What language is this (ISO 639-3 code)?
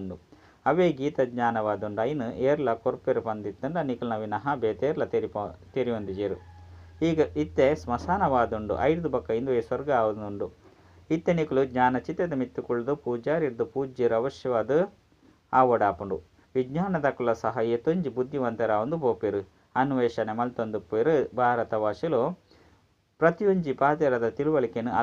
tcy